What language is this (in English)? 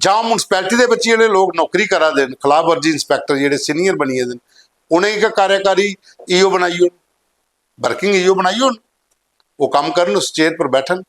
Dogri